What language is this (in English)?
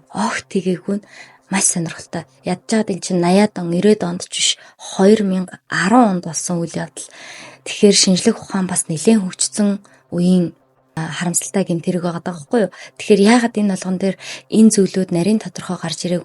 Mongolian